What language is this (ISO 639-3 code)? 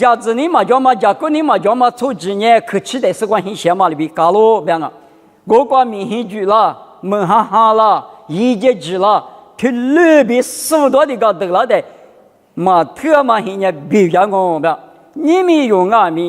lis